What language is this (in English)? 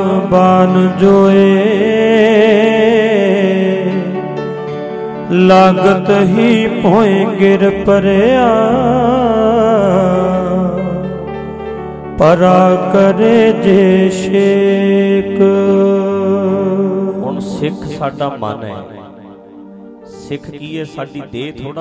Punjabi